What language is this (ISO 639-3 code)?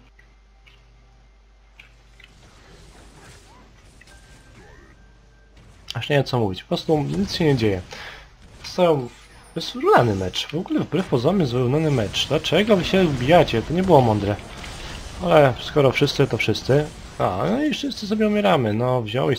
pol